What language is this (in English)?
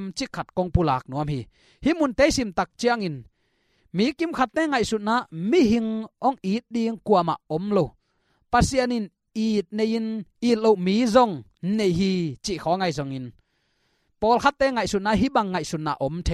Tedim Chin